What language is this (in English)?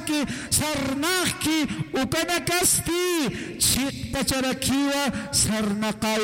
Aymara